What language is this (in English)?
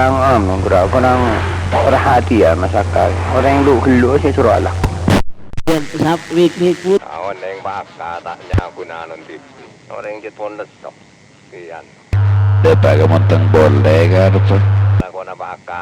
Madurese